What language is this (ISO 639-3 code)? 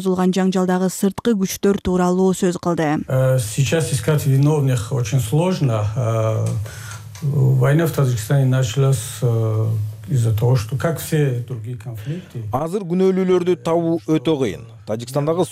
kir